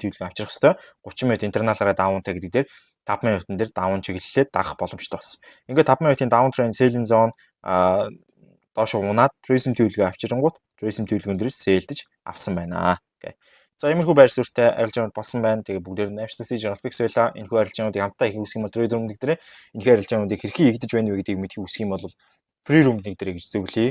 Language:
Mongolian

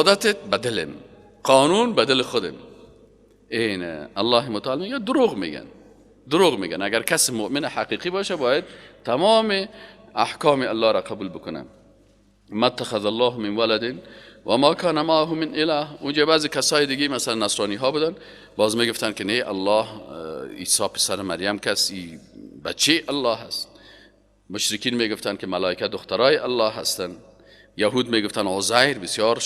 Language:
Persian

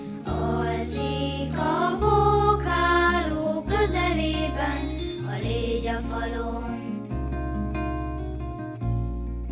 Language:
Hungarian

